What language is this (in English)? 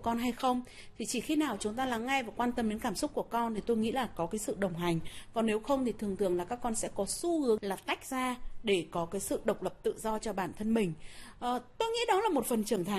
Vietnamese